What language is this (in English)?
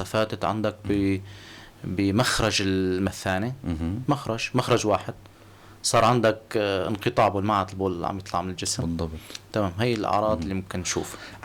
North Levantine Arabic